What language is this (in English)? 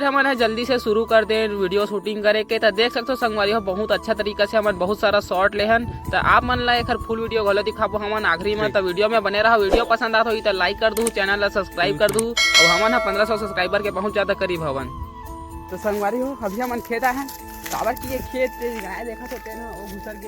Chhattisgarhi